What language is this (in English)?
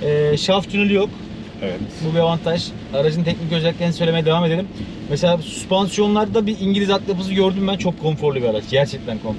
Turkish